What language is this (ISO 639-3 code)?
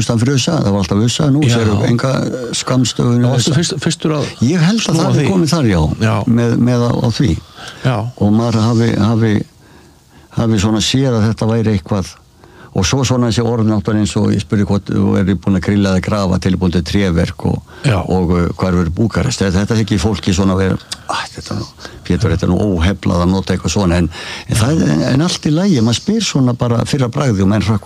isl